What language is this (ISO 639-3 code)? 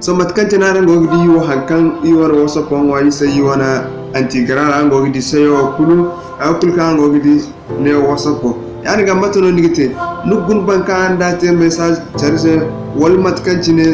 dje